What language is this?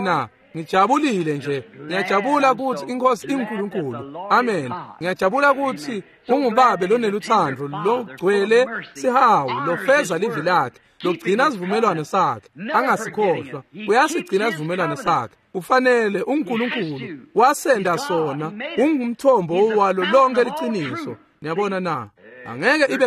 Swati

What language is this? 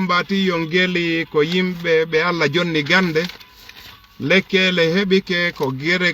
Fula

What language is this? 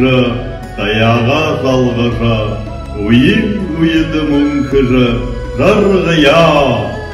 Buriat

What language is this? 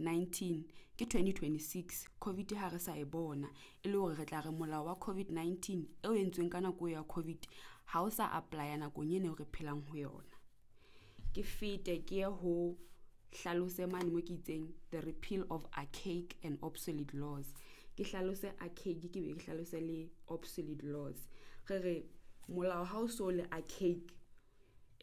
Southern Sotho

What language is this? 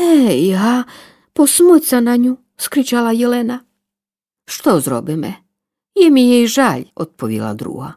Rusyn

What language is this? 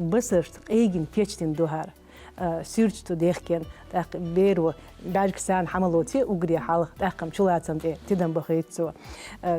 Chechen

